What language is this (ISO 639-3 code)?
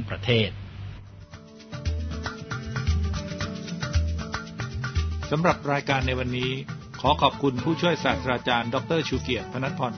tha